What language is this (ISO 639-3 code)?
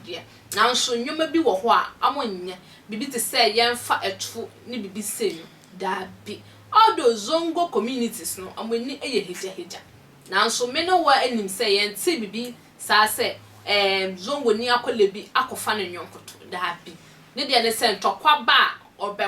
aka